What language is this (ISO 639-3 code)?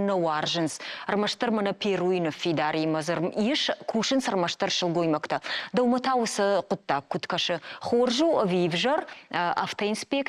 oss